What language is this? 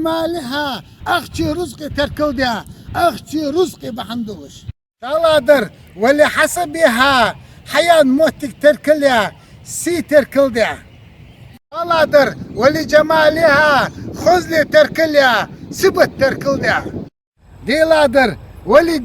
Chechen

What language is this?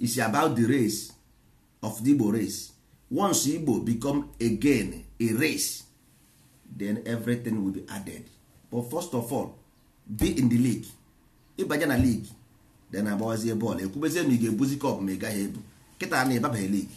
Igbo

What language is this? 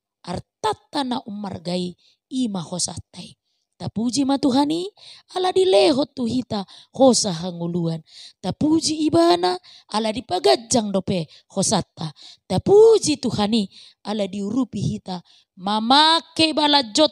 Batak Toba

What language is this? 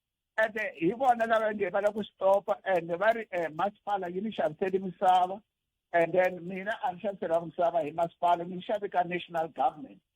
Tsonga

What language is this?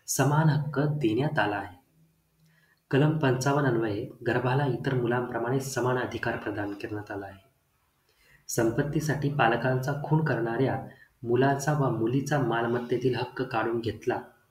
Marathi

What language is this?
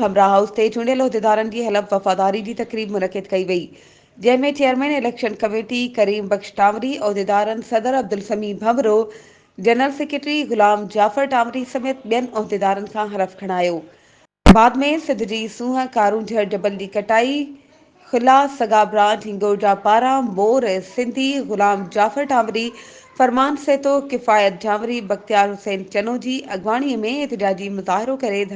Sindhi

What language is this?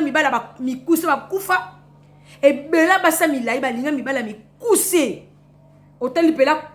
Lingala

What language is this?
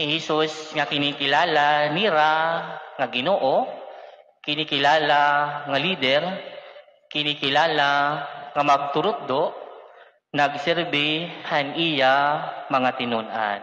Waray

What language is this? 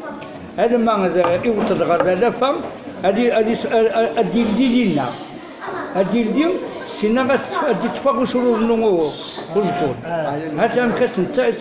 Kabyle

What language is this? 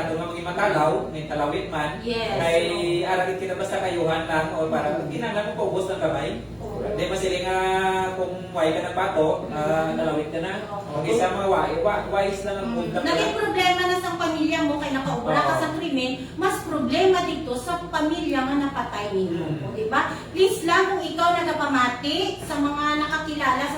Hiligaynon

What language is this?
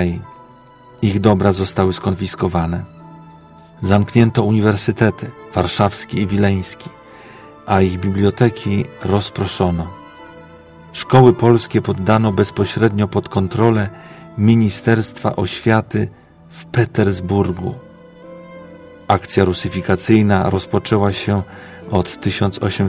Polish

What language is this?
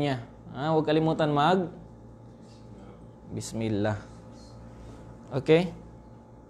Filipino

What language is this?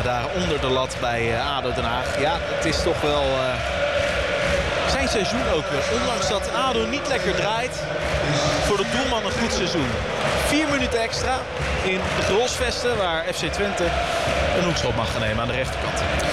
Dutch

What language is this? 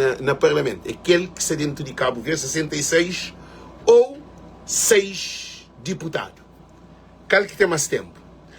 Kabuverdianu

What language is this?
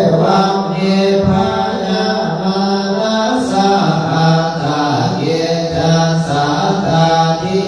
Pali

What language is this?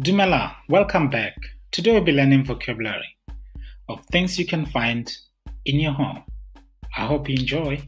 Tswana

